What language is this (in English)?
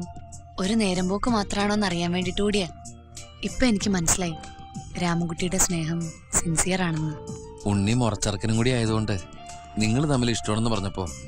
Malayalam